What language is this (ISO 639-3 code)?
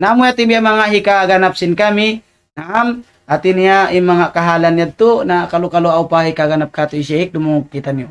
tsg